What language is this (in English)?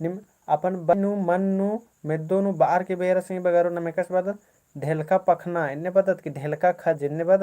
Kurukh